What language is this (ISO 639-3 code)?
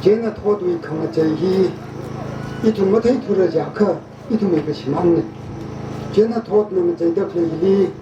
nmf